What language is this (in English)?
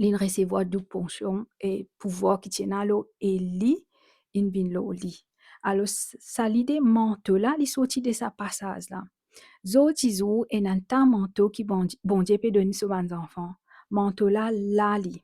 Morisyen